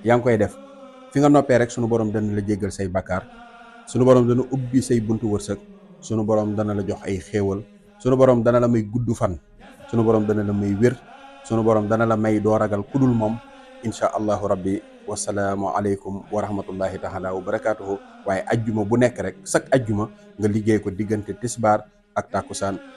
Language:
Wolof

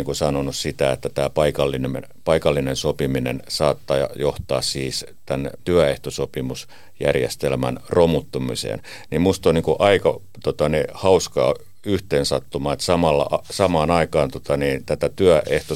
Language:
Finnish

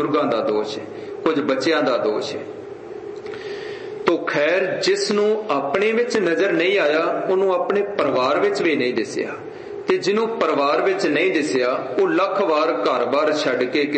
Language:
Punjabi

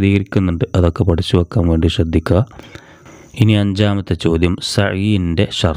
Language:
Malayalam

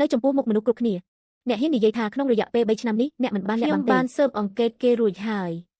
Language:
Khmer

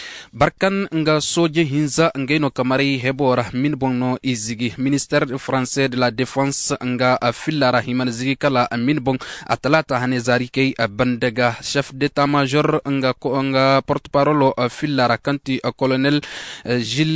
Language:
Zarma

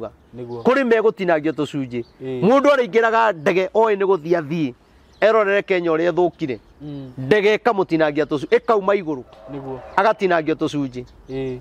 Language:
Kikuyu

